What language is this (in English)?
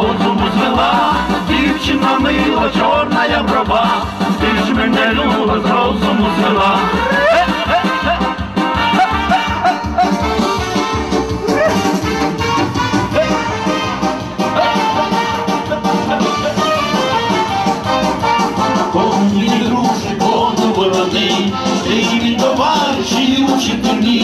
Romanian